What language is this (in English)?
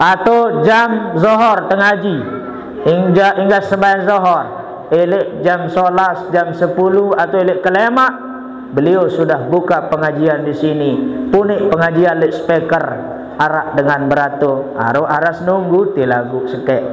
Sasak